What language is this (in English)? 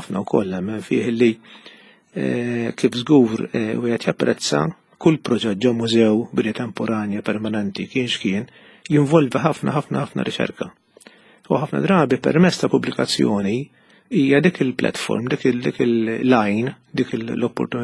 Maltese